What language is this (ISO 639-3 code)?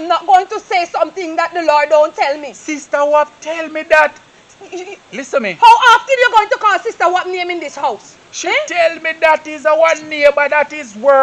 jam